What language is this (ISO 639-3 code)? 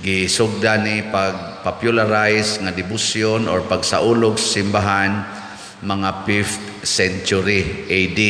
ceb